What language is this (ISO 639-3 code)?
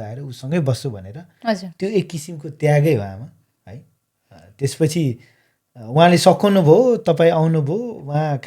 nep